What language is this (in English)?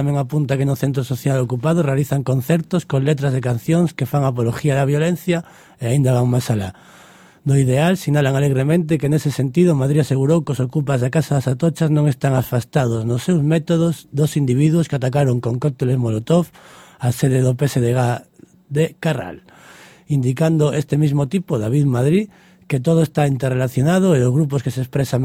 Galician